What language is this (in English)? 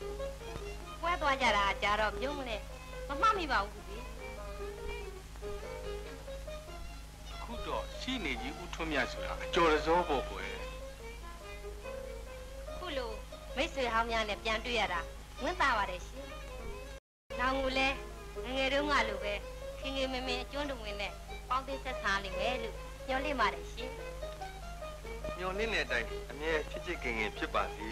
Burmese